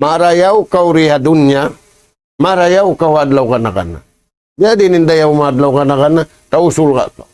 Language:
Tausug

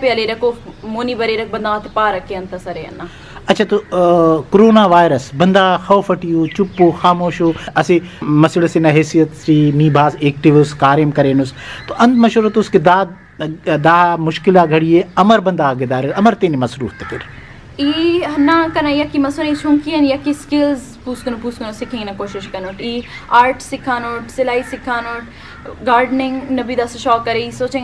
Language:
Brahui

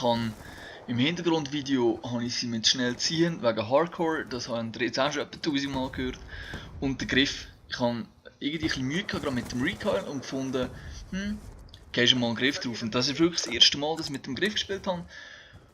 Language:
Swiss German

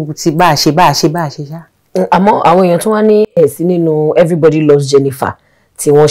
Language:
Yoruba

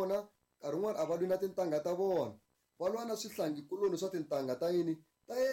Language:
Tsonga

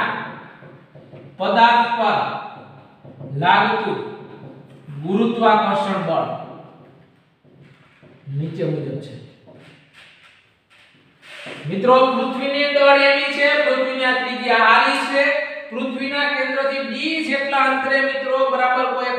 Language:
Gujarati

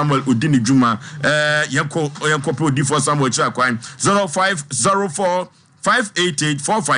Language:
Akan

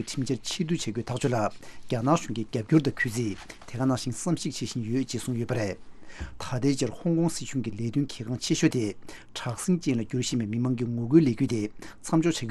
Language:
Tibetan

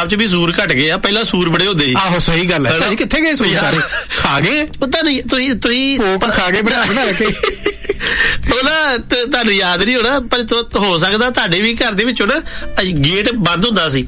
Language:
Punjabi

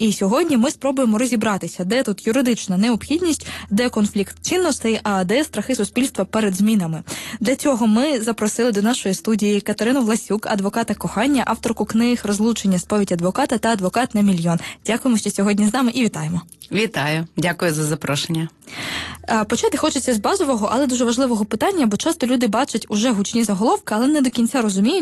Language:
Ukrainian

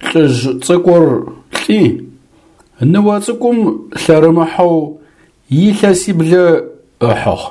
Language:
Adyghe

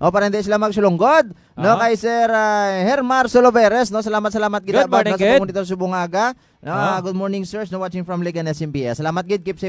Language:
Hiligaynon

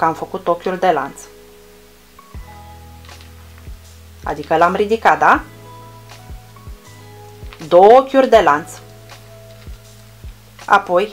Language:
Romanian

